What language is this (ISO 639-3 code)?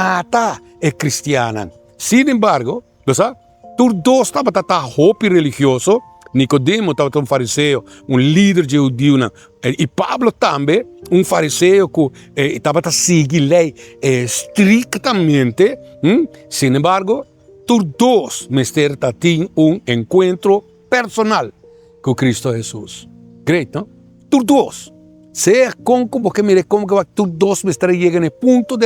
pap